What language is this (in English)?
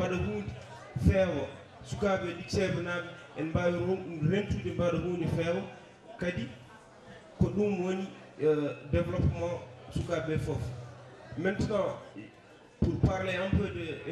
Fula